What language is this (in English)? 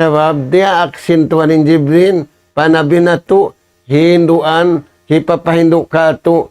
Tausug